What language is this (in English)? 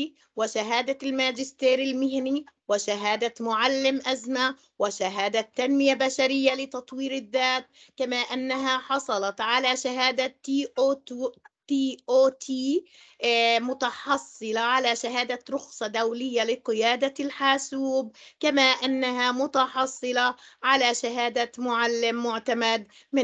Arabic